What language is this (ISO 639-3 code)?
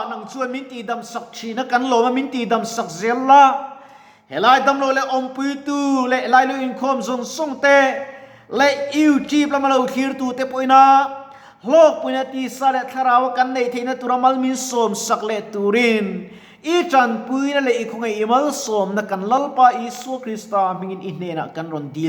lus